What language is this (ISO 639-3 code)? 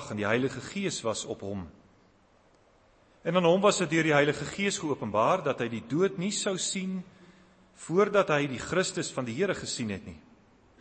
afr